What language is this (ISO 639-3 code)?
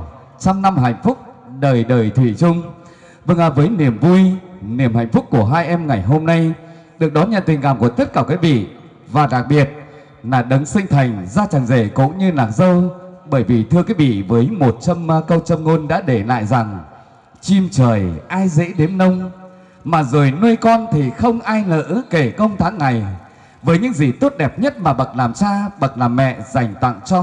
vie